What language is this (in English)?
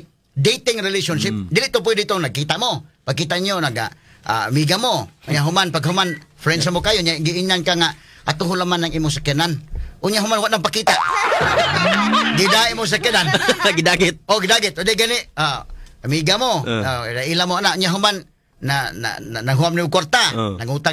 Cebuano